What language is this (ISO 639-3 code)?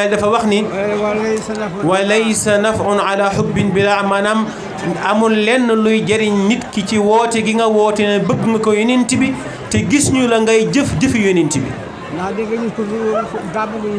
wol